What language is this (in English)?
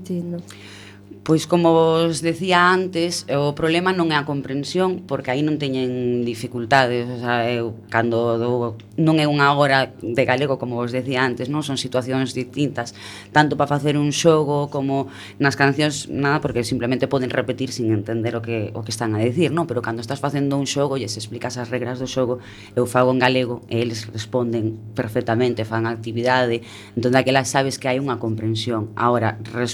Galician